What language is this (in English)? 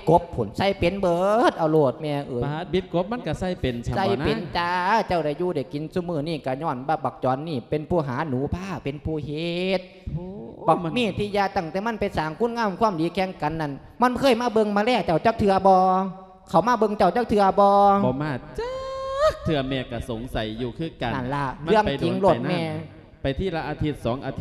Lao